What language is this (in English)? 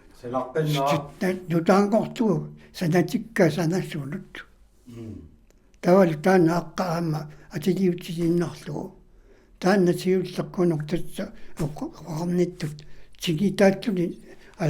Kalaallisut